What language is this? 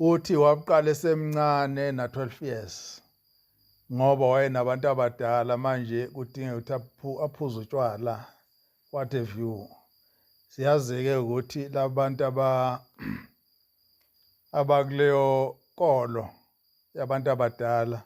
Zulu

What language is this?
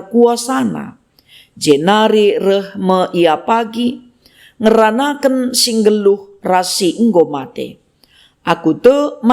Batak Karo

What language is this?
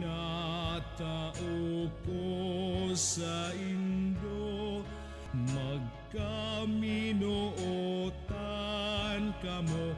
Bikol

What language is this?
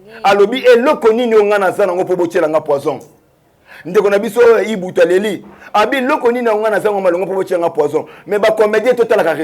Lingala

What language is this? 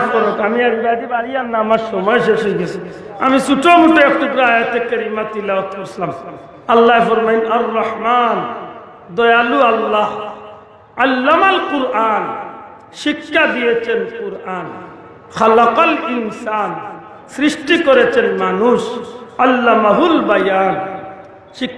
Sylheti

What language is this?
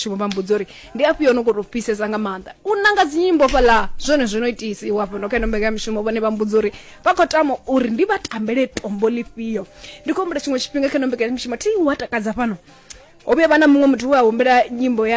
Venda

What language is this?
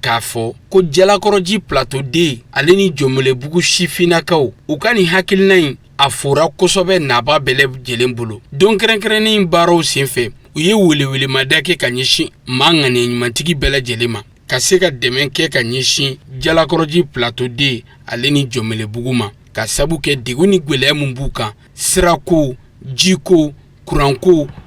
Bambara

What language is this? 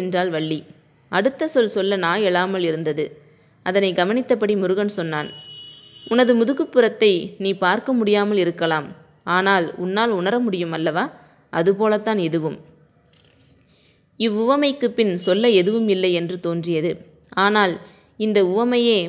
Tamil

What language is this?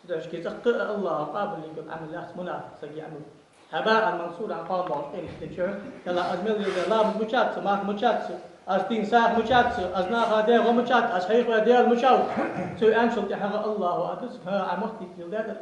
Ingush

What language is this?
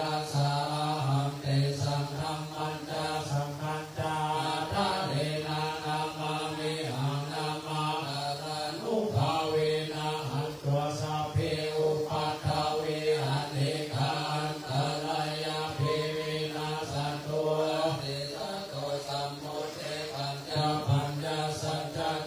Pali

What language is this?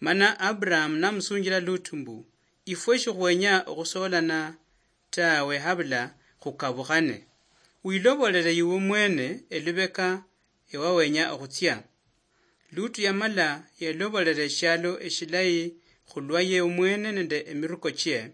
Luyia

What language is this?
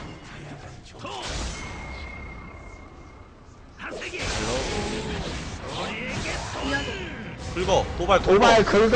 Korean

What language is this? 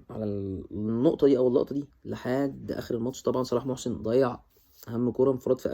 Egyptian Arabic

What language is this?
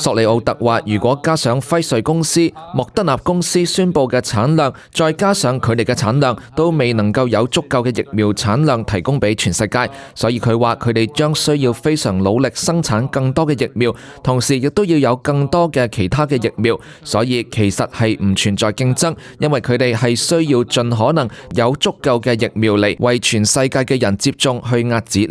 Cantonese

